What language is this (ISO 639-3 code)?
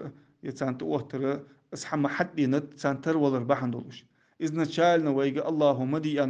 inh